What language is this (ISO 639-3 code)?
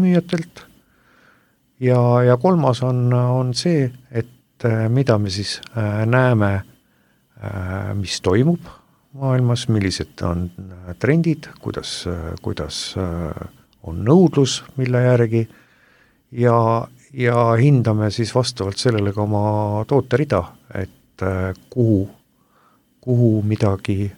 est